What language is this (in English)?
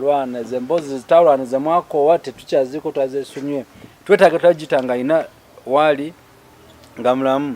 Ganda